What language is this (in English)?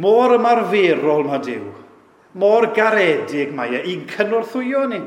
Welsh